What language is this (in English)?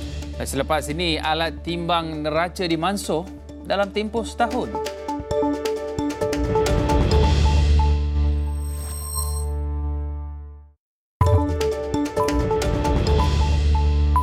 Malay